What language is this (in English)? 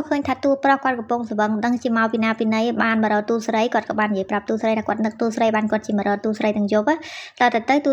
Khmer